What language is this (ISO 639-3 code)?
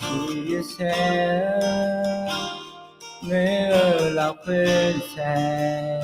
ahk